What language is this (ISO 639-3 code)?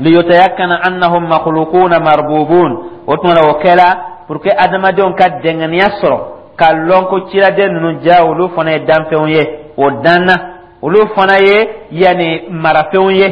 dyu